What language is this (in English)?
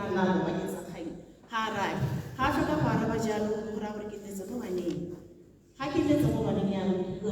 Tswana